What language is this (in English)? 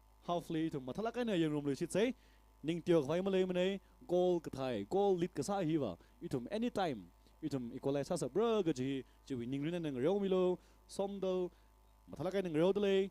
Tangkhul Naga (India)